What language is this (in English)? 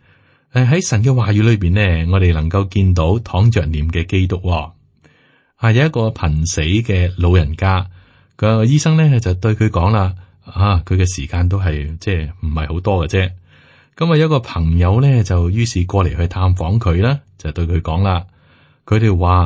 Cantonese